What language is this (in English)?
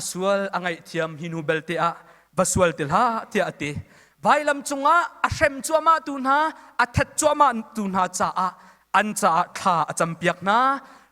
Hakha Chin